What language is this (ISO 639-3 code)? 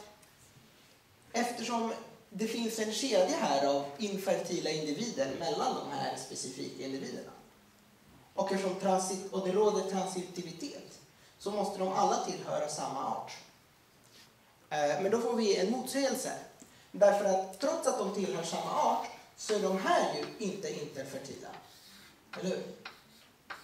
swe